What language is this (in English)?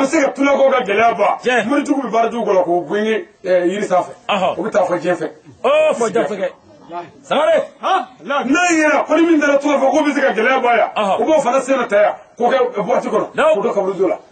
Bambara